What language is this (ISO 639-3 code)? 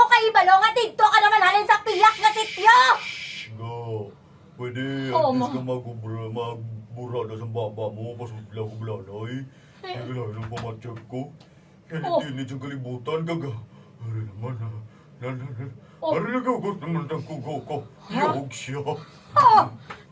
hil